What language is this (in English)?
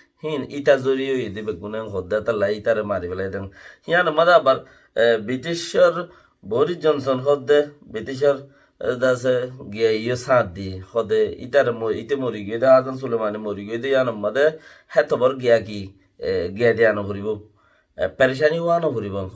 Rohingya